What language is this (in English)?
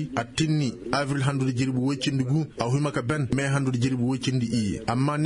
Koyraboro Senni